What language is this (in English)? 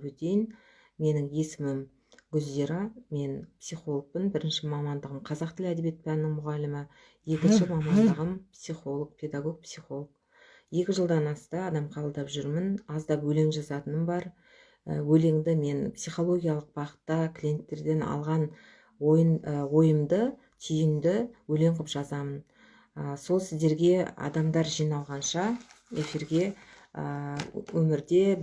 Kazakh